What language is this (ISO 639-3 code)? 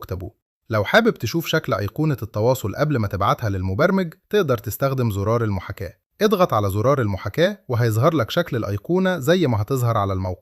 arz